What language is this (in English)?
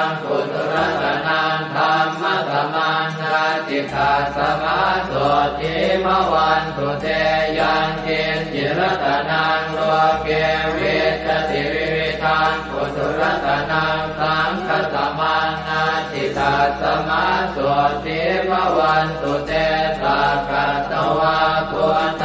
Pali